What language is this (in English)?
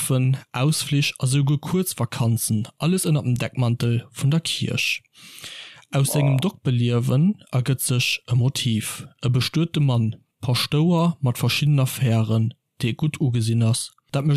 Luxembourgish